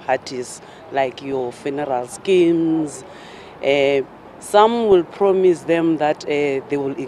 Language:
Venda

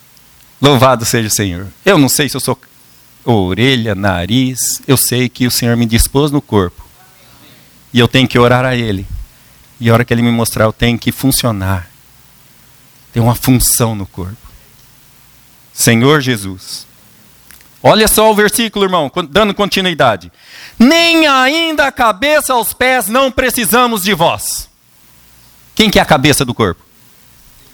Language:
Portuguese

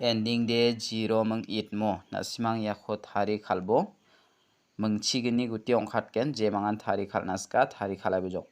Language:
Garo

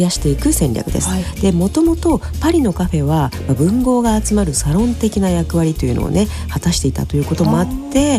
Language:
Japanese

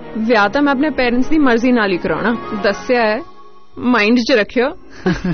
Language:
Punjabi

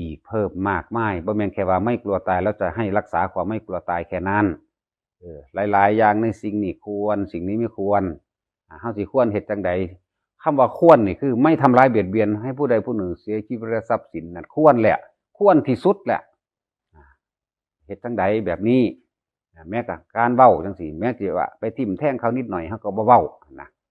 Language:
Northeastern Thai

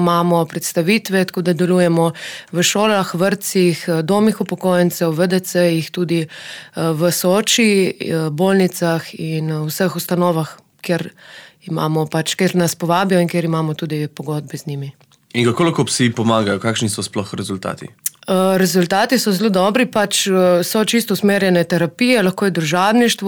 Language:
Slovenian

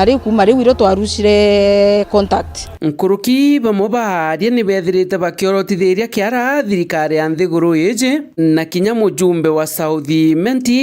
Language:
Meru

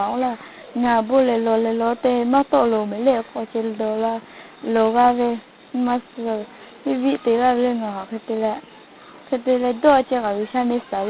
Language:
Lahu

